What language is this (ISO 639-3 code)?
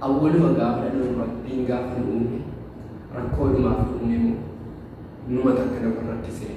orm